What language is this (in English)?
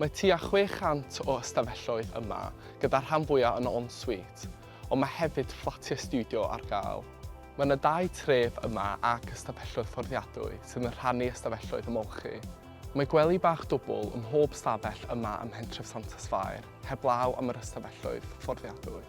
Welsh